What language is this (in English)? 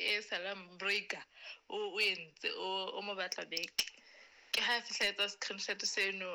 Southern Sotho